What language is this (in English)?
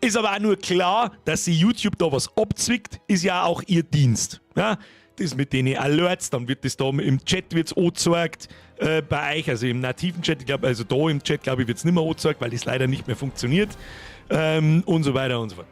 Bavarian